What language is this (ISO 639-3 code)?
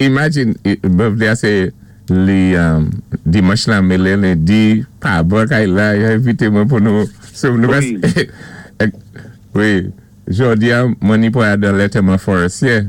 acf